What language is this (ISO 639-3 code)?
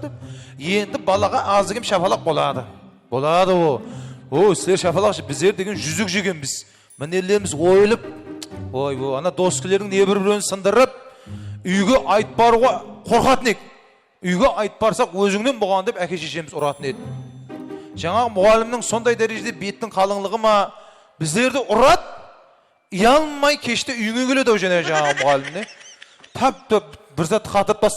kaa